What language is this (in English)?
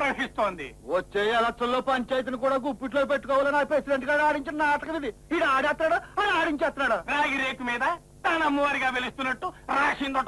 Telugu